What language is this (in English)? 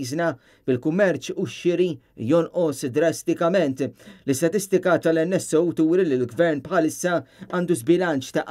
Maltese